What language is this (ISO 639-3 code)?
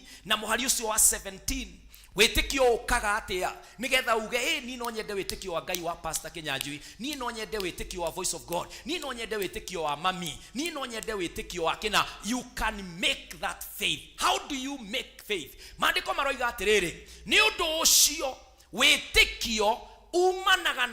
kik